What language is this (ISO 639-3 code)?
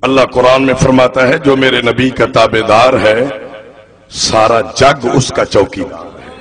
skr